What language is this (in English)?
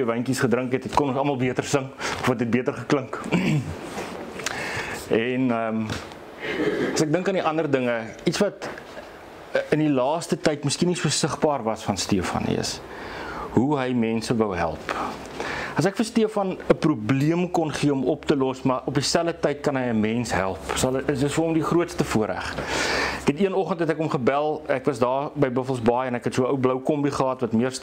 Afrikaans